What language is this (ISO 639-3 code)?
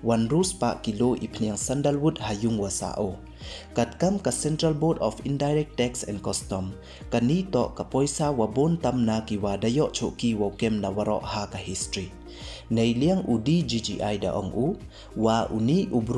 pbv